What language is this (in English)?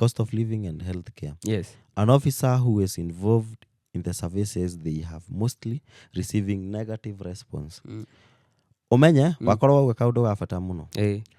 Kikuyu